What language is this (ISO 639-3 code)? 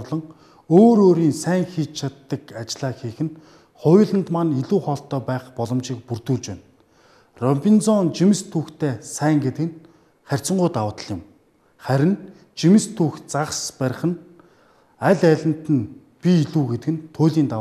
mon